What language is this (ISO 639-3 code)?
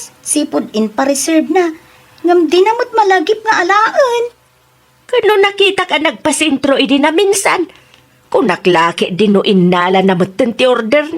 ilo